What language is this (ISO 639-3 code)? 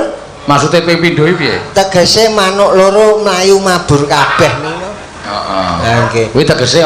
jav